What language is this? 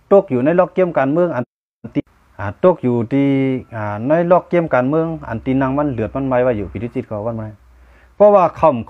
Shan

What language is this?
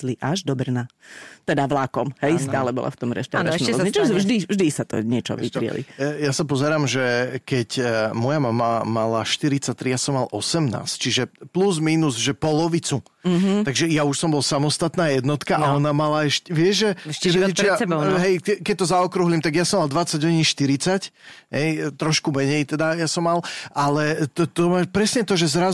Slovak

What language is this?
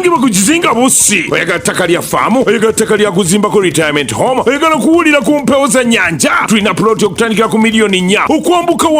Ganda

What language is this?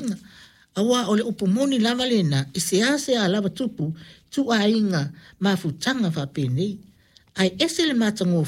Samoan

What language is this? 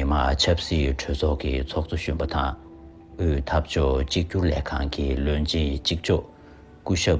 Tibetan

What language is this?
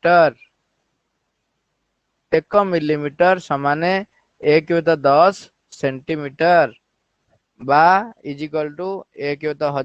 Odia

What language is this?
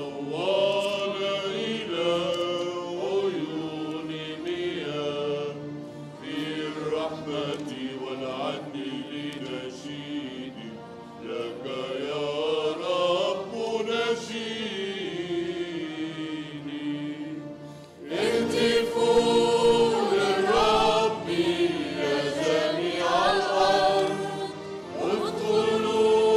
Arabic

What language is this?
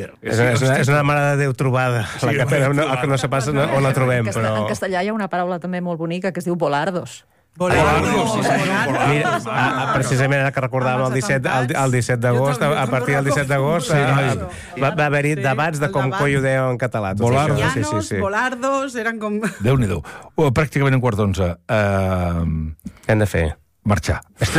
Catalan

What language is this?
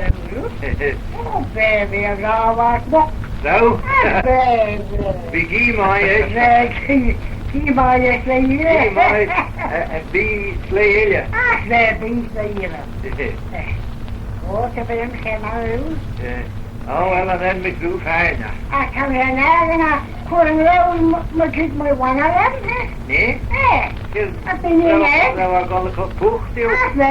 Manx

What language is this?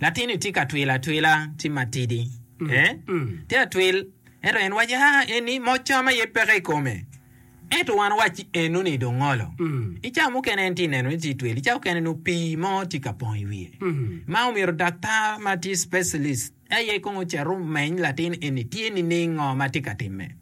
Acoli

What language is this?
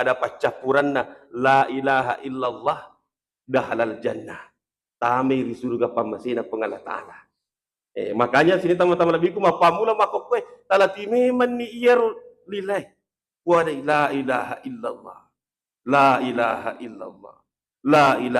Buginese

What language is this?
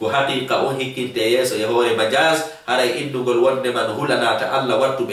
Fula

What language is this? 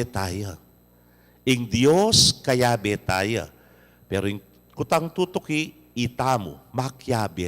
Pampanga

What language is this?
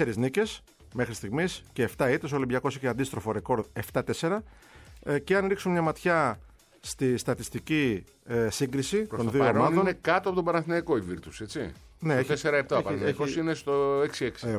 Greek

